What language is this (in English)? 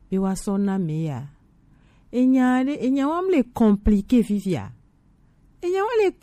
Gen